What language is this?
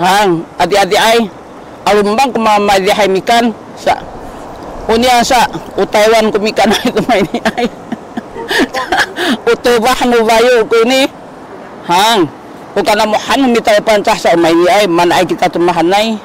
Sakizaya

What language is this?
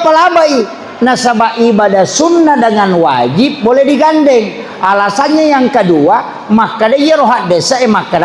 Buginese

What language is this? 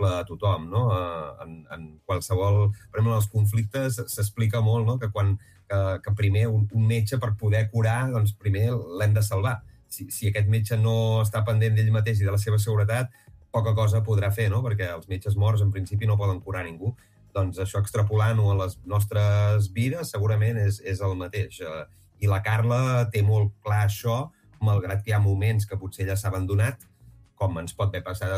Catalan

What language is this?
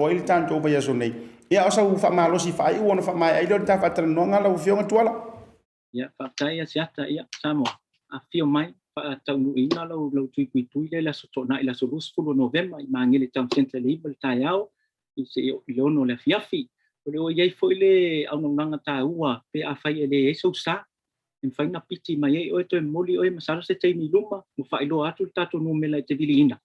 Samoan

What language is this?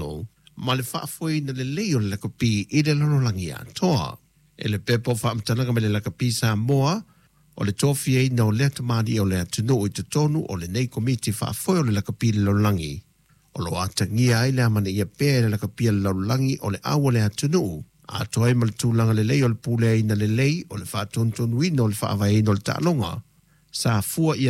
Samoan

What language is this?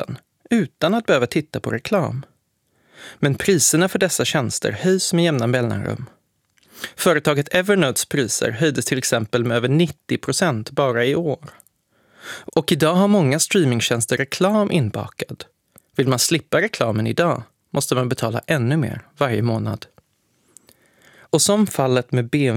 Swedish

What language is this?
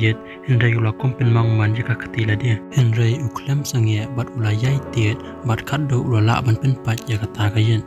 Khasi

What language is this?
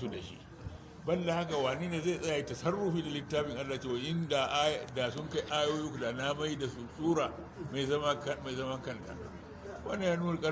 Hausa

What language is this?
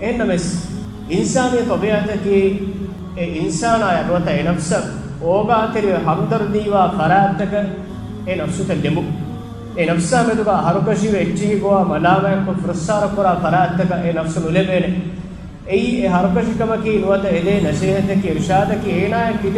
Divehi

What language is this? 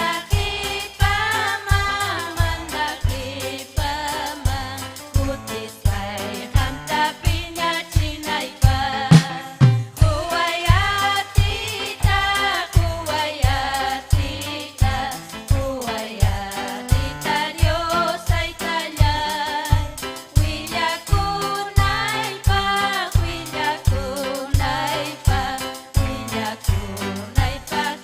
Ayacucho Quechua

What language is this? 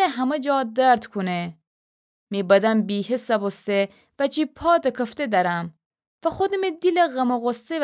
Gilaki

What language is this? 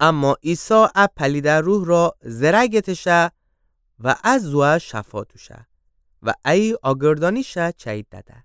Gilaki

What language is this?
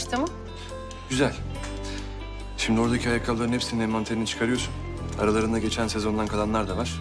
Turkish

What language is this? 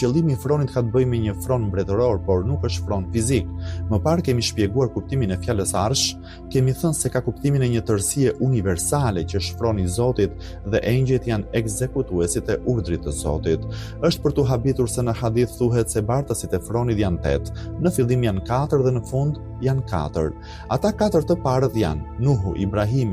Albanian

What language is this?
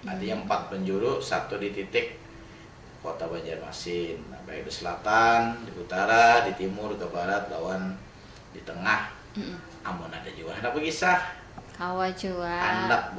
Banjar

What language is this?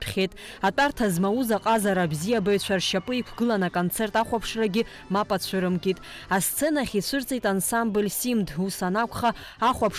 Abkhazian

